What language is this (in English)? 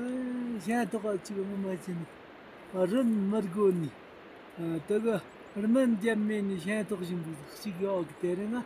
Tibetan